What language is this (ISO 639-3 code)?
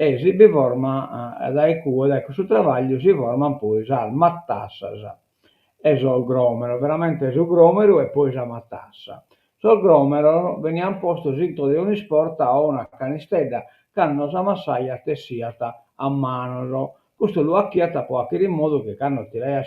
srd